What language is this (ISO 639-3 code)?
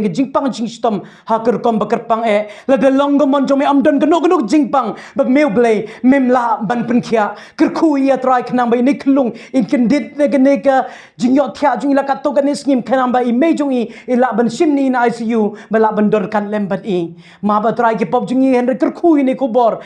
kha